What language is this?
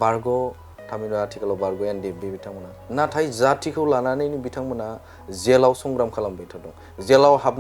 Bodo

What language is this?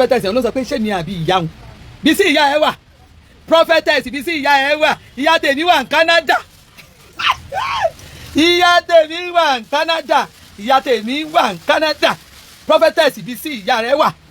Yoruba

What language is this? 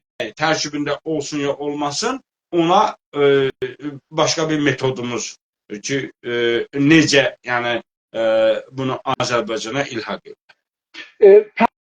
South Azerbaijani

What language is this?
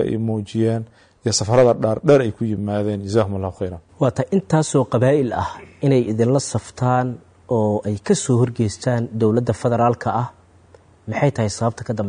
Somali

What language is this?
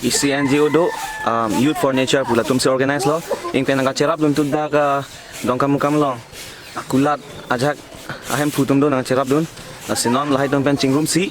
Karbi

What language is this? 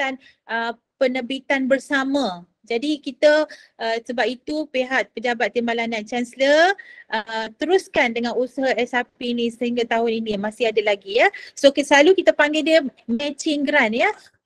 Malay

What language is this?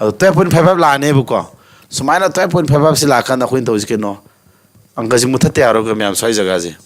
Manipuri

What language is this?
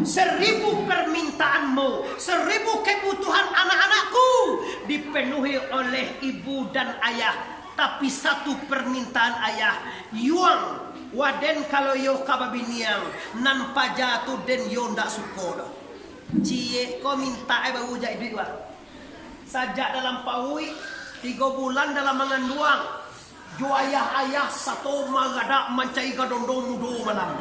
Minangkabau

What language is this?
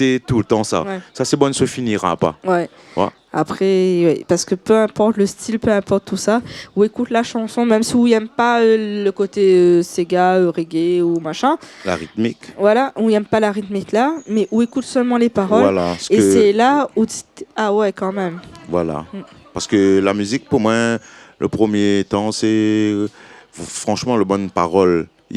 Réunion Creole French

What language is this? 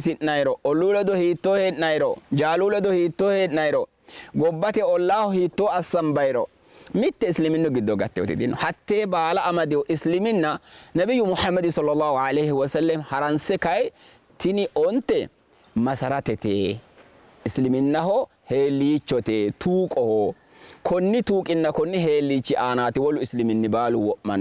Sidamo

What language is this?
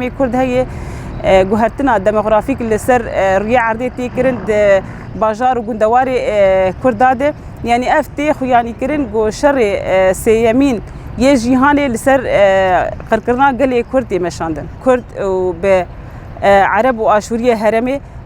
Kurdish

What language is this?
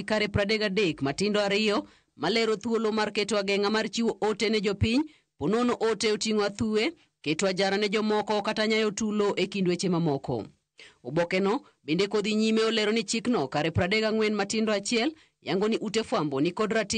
Luo (Kenya and Tanzania)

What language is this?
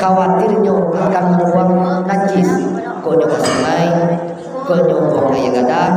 Minangkabau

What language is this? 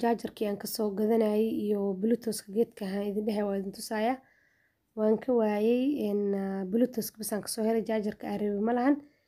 Somali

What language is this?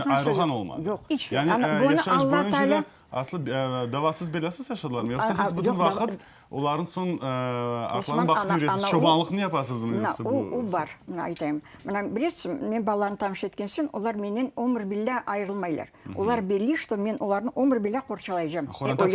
Crimean Tatar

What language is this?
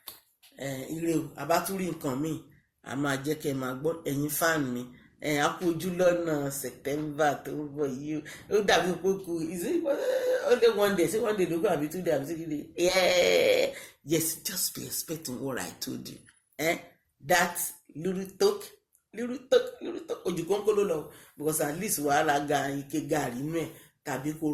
Yoruba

